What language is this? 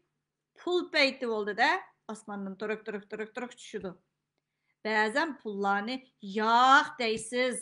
Uyghur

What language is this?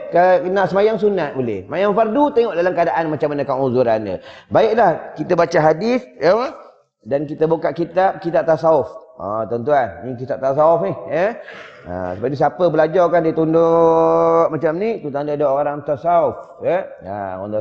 Malay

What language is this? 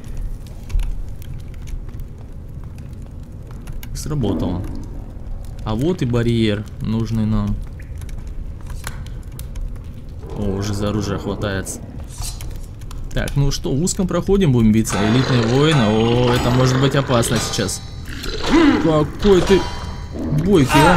Russian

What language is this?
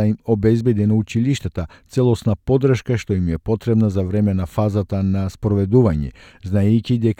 Macedonian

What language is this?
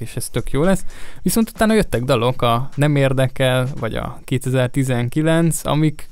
Hungarian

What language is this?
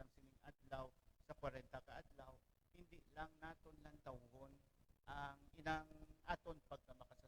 Hiligaynon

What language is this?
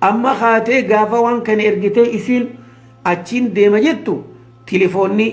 Oromo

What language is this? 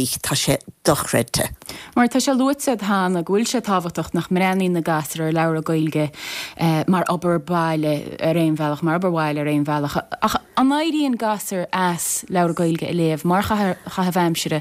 Irish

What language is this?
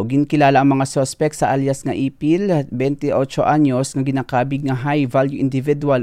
Hiligaynon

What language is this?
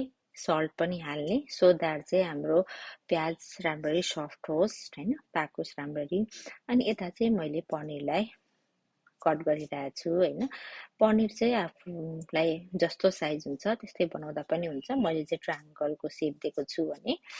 Nepali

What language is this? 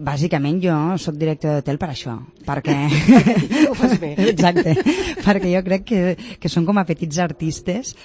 Catalan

